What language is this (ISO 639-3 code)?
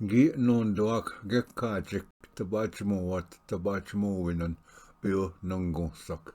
oji